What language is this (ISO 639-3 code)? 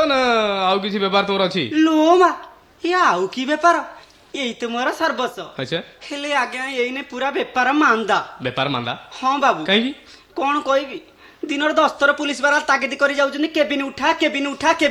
ori